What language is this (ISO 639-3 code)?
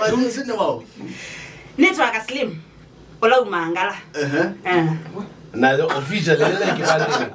kam